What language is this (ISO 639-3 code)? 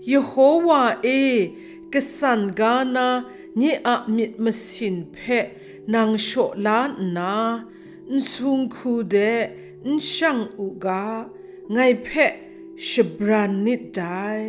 kac